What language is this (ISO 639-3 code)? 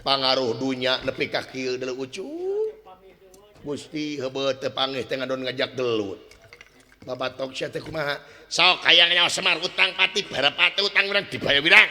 sun